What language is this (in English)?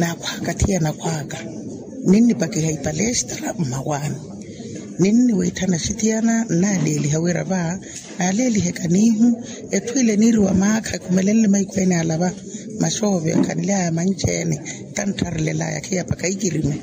Makhuwa